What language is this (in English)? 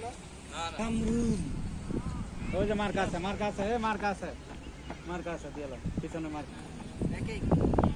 Bangla